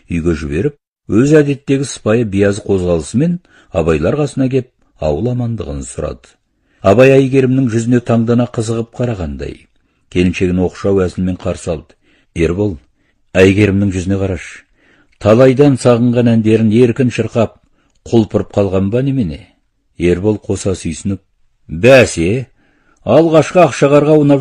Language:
Kazakh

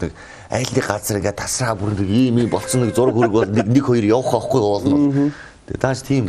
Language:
Mongolian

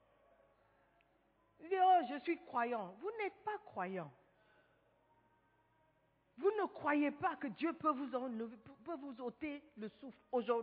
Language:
French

